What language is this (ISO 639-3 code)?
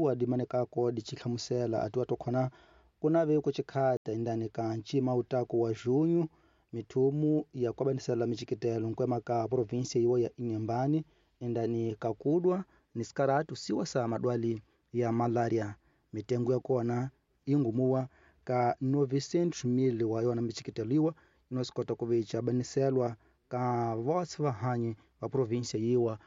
tso